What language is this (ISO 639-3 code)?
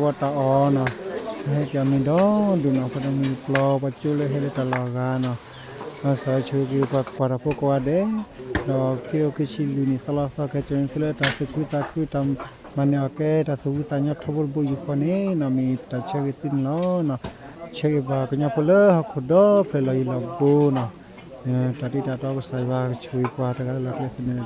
ksw